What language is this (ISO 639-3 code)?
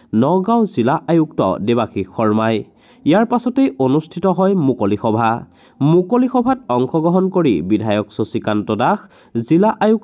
asm